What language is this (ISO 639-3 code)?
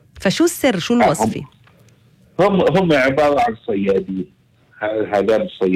apc